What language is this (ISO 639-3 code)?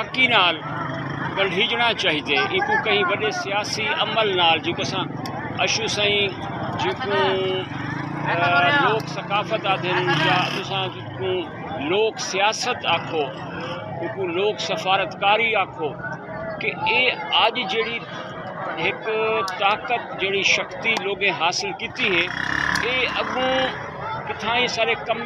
skr